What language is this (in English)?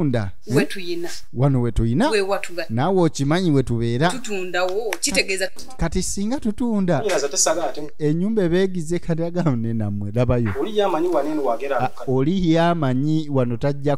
Ganda